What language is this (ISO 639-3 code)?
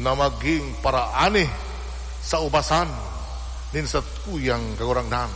bik